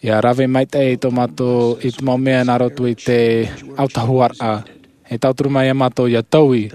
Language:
Tahitian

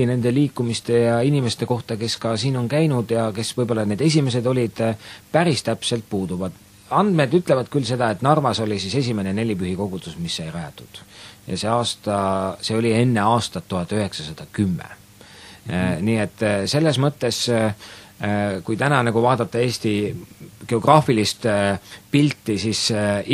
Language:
Estonian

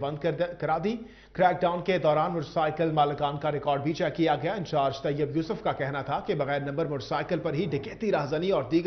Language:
Urdu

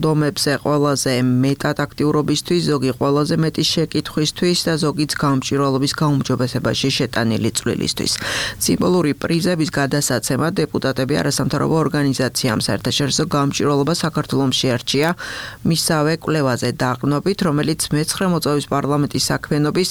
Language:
Georgian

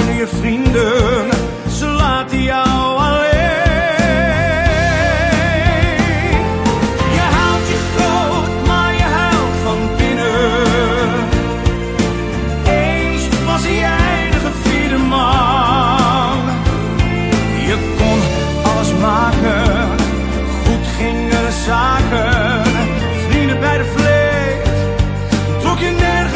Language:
Dutch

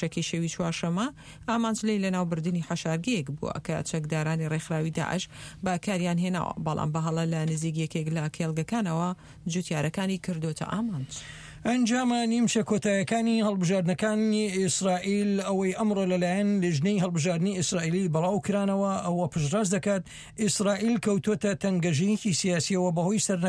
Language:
Central Kurdish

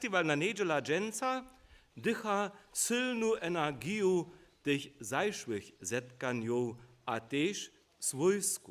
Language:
Upper Sorbian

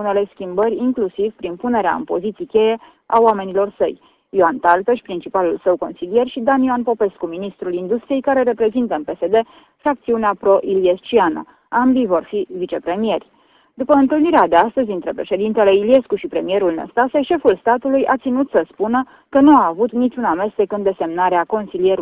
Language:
Romanian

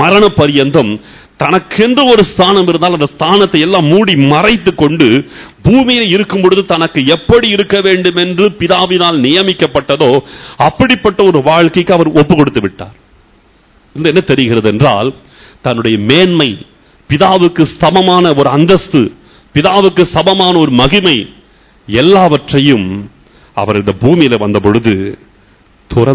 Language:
Tamil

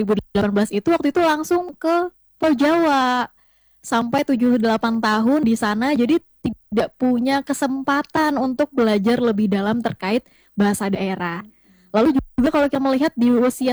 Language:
Indonesian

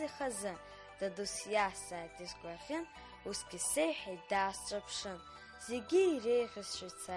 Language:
Abkhazian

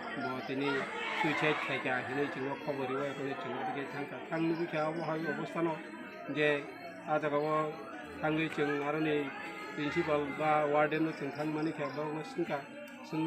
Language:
Kok Borok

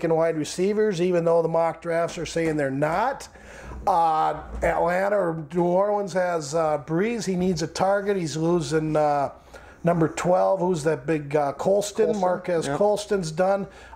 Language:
English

